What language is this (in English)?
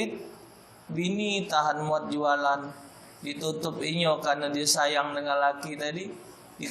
Musi